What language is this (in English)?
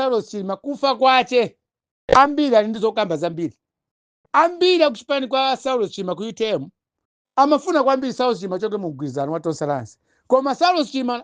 Nyanja